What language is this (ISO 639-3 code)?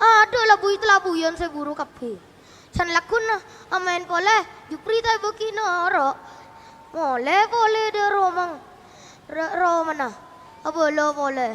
mad